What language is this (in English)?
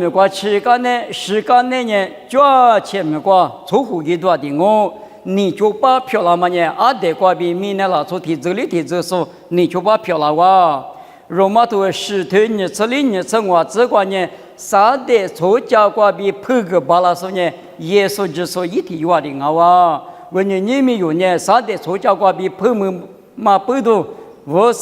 Lisu